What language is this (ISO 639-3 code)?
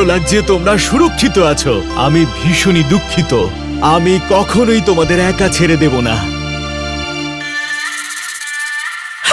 ben